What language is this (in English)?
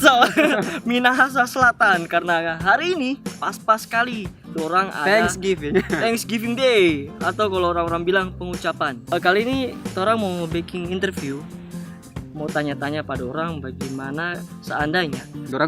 Manado Malay